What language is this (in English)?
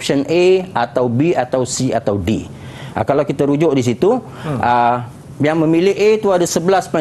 Malay